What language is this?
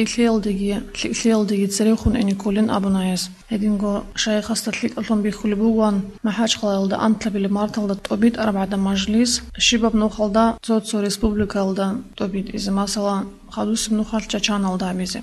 Avaric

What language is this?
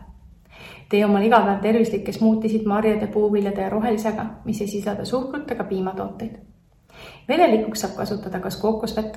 Estonian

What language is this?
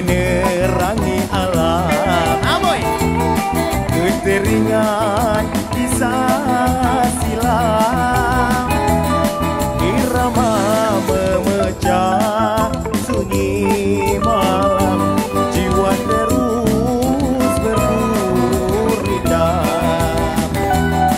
Malay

